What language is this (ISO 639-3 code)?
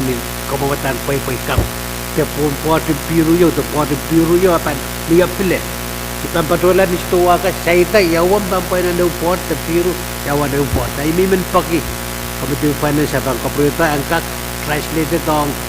pon